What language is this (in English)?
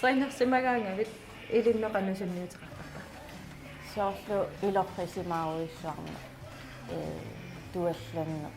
Kalaallisut